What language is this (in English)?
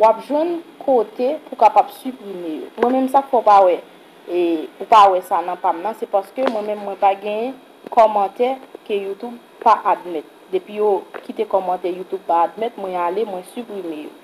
Haitian Creole